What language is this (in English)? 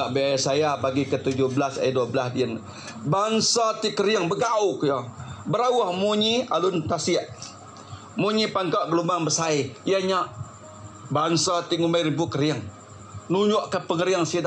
Iban